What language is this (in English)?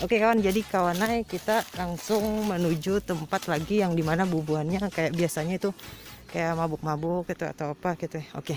Banjar